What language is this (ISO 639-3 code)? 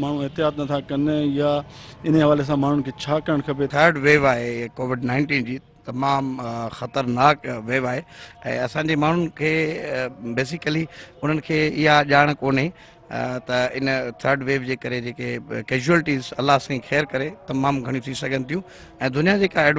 snd